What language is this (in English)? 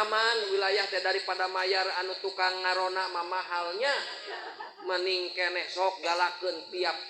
Sundanese